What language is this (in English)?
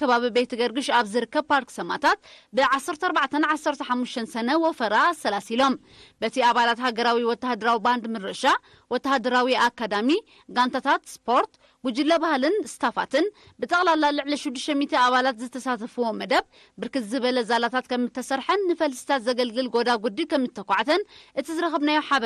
Tigrinya